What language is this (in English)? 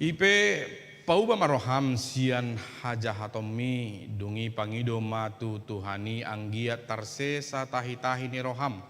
Batak Toba